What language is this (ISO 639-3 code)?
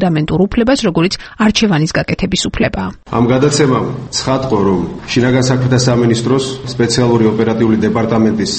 kat